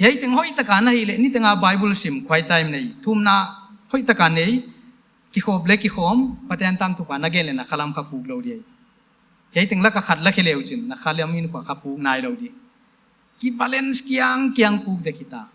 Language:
Paite Chin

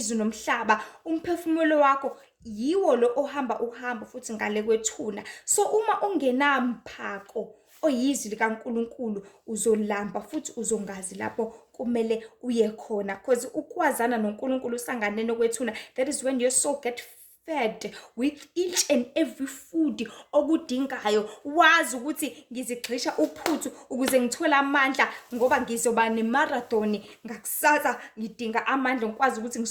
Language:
Zulu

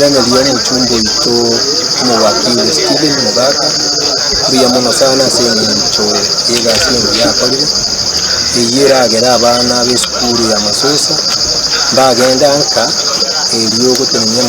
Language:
Gusii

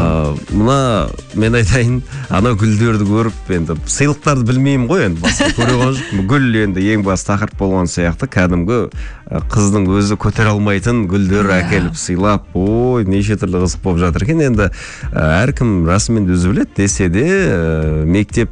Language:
Kazakh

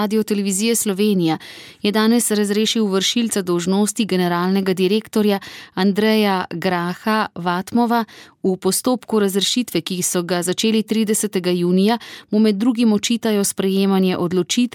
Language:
Slovenian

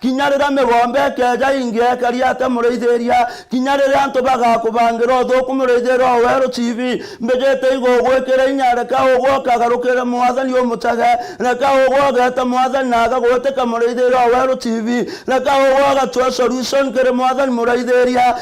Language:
Meru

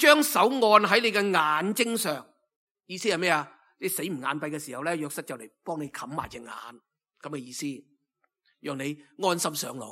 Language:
Cantonese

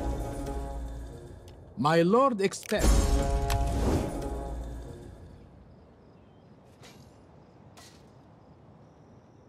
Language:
English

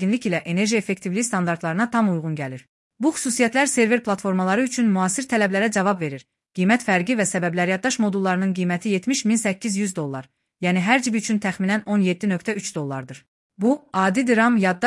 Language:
Azerbaijani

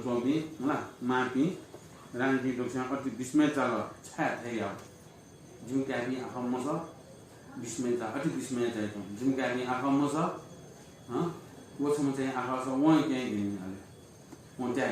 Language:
Newari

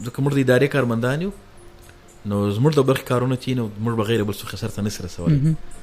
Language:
Pashto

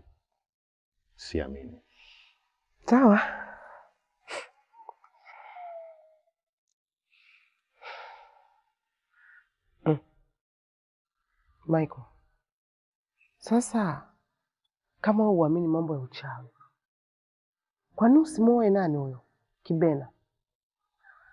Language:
Swahili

